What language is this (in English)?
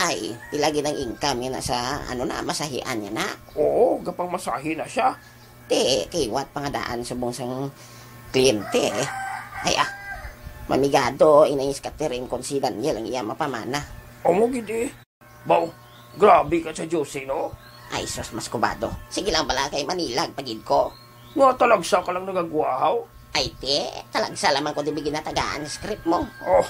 Hiligaynon